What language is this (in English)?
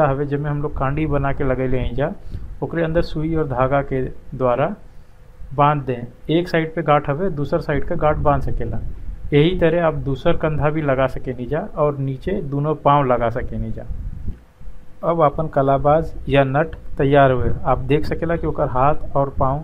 Bhojpuri